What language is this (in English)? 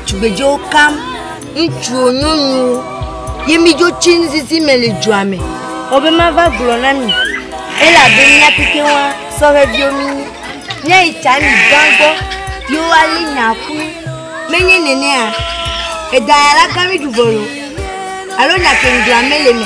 Ewe